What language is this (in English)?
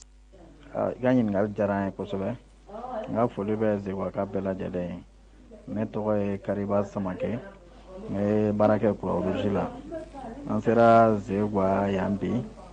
Bambara